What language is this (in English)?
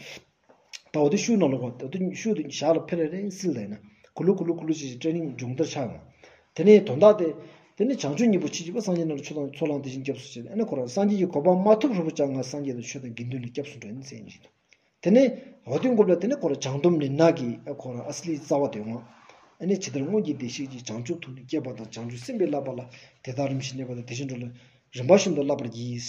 Stod Bhoti